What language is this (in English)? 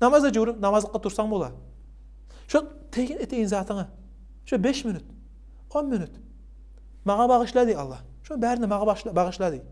Kumyk